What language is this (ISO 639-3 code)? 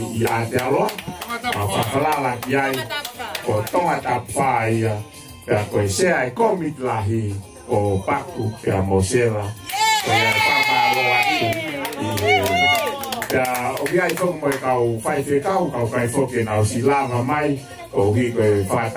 ton